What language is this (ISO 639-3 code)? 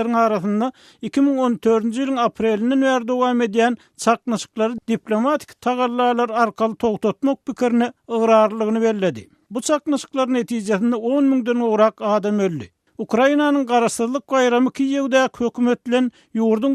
tuk